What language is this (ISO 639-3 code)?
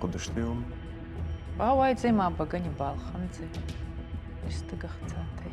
oss